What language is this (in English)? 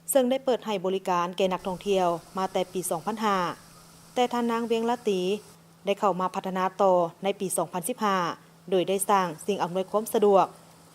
Lao